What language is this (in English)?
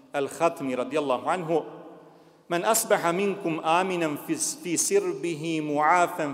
Bosnian